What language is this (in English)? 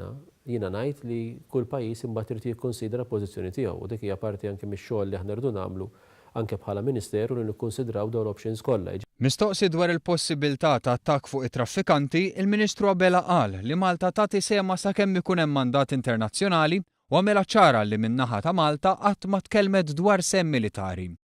Maltese